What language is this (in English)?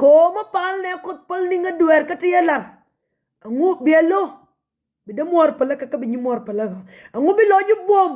Nuer